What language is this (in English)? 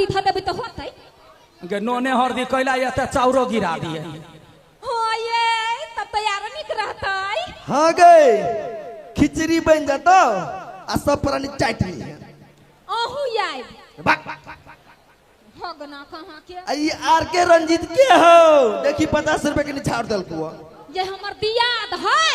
Maithili